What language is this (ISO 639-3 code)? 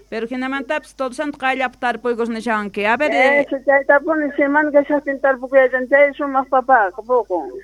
quh